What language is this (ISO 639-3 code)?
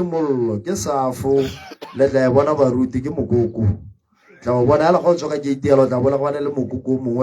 tsn